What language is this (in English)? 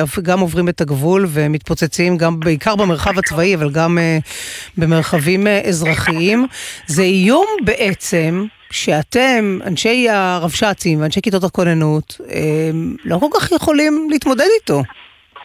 Hebrew